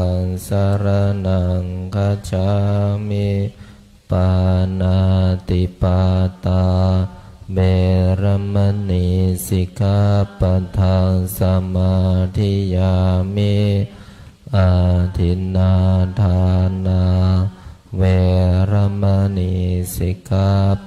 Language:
Pali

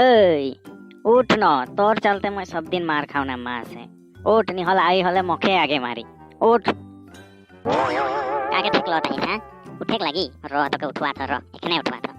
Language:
Sadri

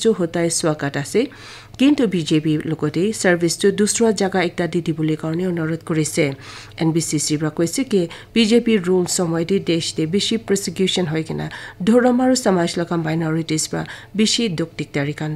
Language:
Naga Pidgin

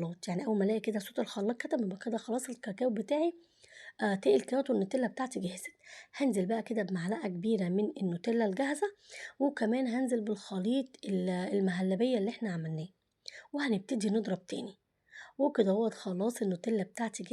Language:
Egyptian Arabic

